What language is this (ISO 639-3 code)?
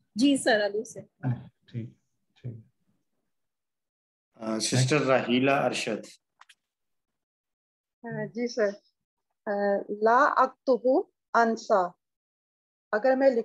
urd